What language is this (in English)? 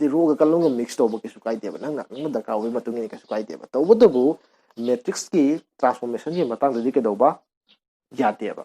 Manipuri